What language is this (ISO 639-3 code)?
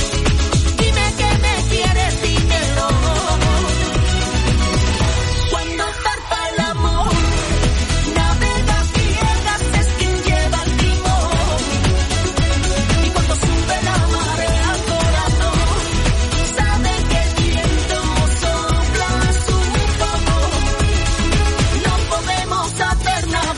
spa